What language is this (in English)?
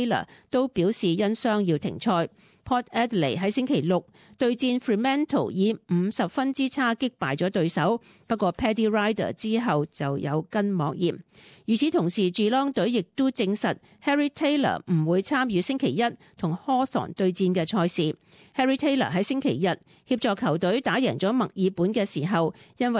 Cantonese